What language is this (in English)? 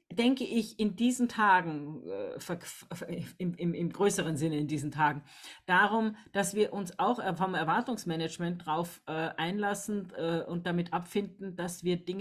German